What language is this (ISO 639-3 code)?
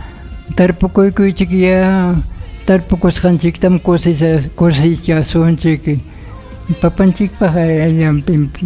quy